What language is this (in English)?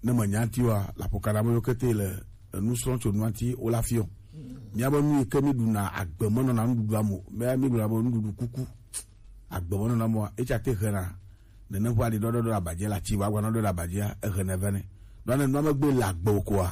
Gen